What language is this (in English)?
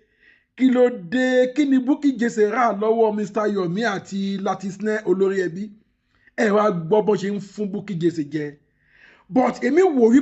Yoruba